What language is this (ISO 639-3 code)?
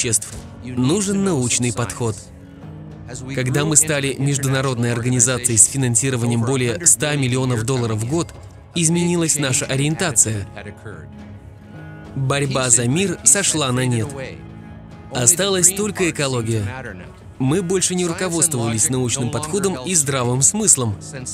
rus